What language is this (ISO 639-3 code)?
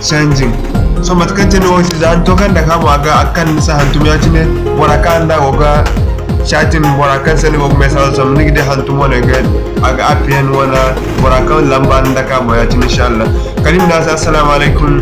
dje